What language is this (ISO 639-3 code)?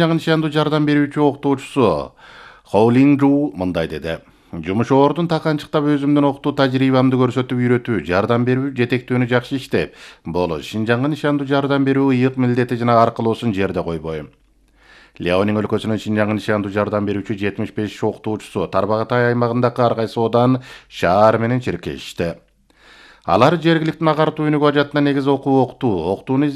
kir